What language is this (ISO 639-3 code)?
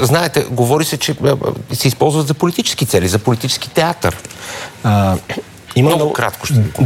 bul